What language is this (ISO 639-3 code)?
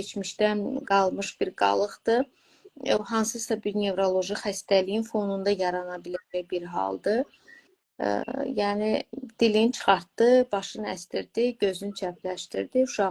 aze